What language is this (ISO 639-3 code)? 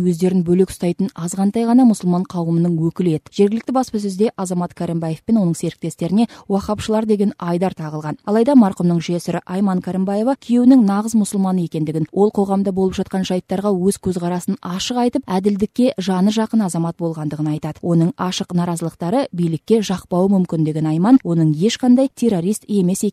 kaz